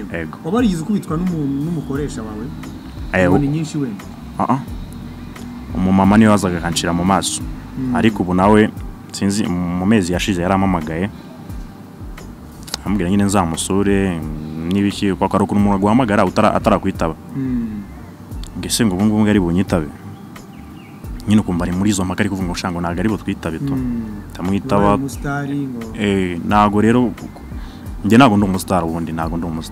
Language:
Kinyarwanda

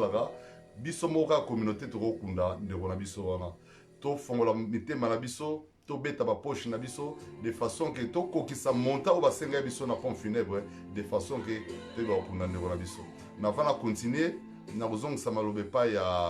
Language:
Lingala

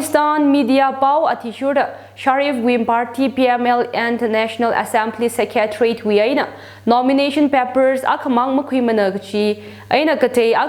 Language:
Tangkhul Naga (India)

